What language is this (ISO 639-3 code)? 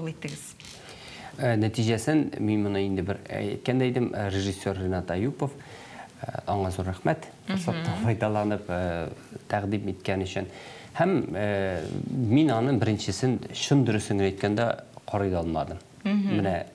tat